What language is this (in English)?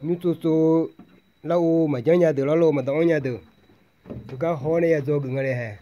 Akha